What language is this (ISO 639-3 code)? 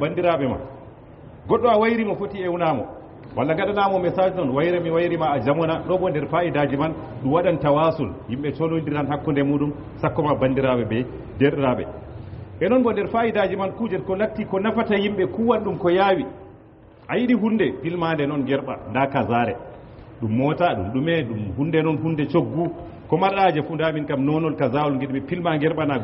ful